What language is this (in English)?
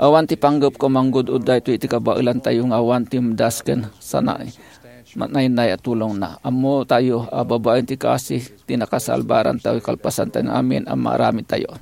Iloko